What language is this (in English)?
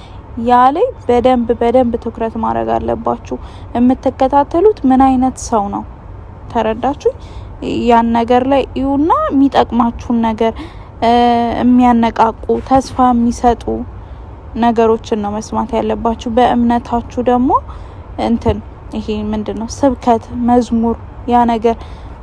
Amharic